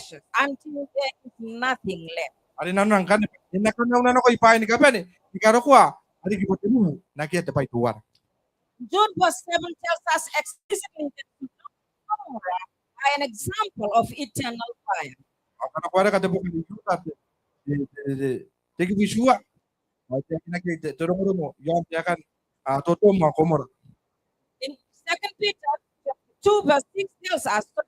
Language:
Gilbertese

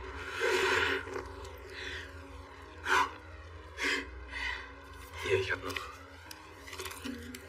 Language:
German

